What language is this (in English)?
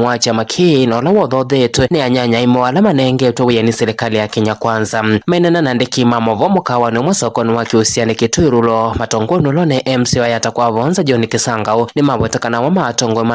Kamba